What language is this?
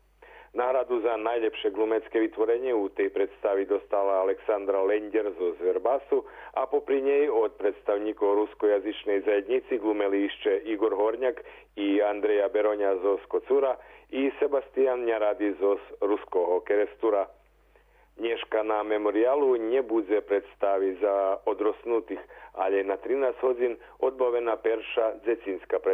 Rusyn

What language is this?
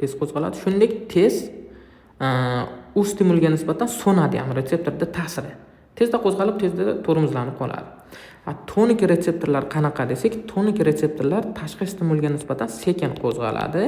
Uzbek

